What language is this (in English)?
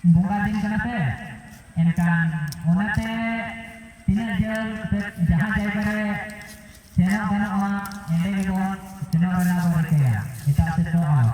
Santali